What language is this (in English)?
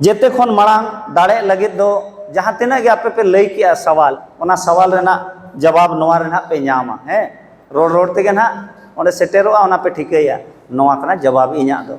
Santali